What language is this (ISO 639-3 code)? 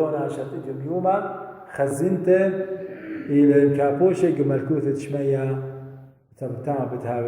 aii